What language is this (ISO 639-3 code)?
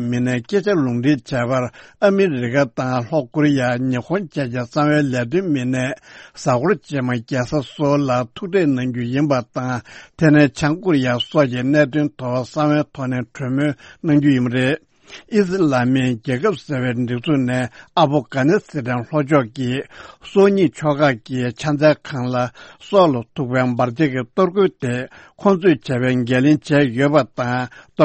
bod